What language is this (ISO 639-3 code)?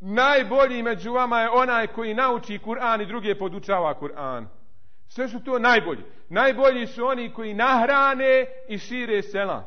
bos